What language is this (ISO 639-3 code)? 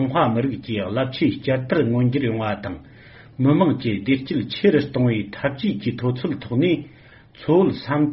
bod